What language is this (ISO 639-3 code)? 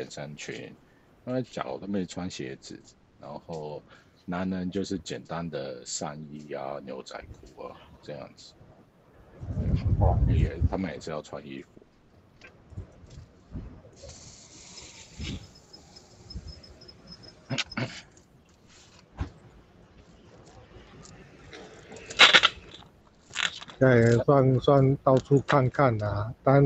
zho